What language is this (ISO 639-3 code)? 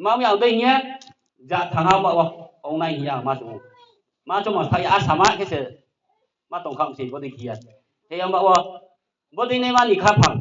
ria